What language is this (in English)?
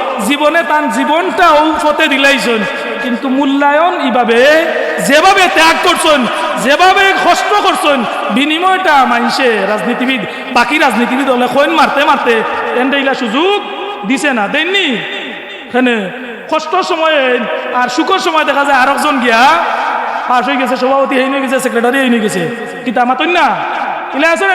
Sylheti